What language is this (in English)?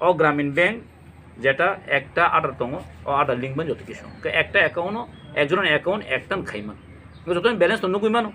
Kok Borok